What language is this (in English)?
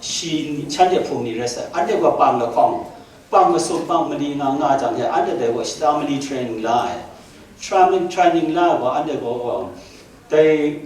Kachin